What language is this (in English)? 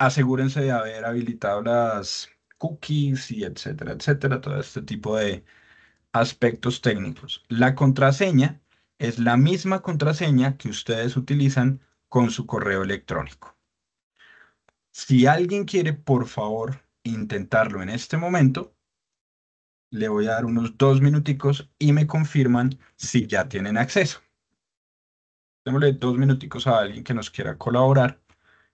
Spanish